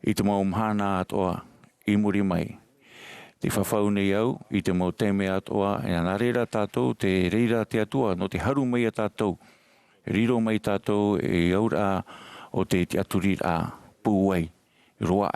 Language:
Tahitian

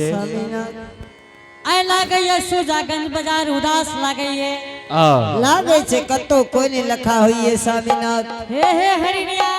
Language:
Angika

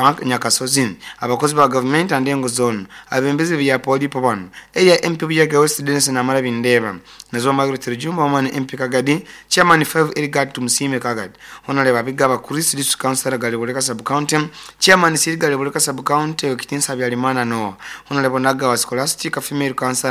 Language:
Nyoro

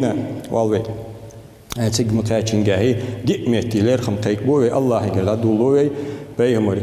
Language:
Ingush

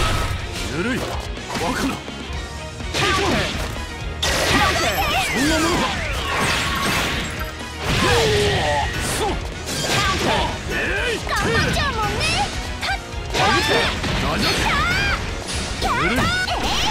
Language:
Japanese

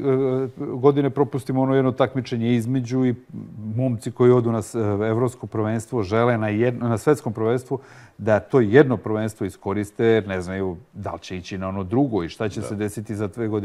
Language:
Serbian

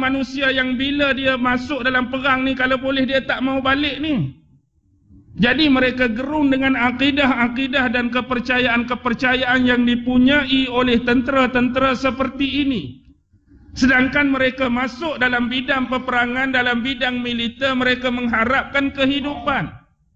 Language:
Malay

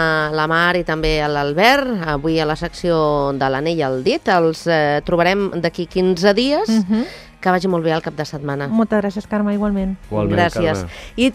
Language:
Catalan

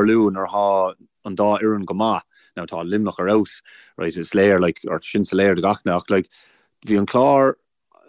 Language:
Irish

